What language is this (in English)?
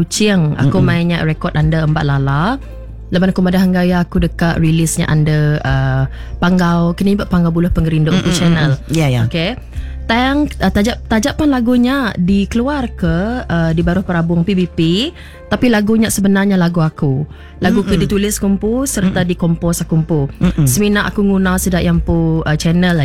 Iban